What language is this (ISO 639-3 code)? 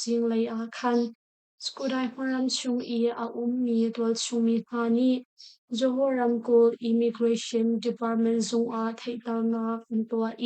cnh